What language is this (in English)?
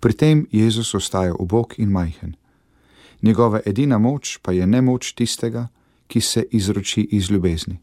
Slovenian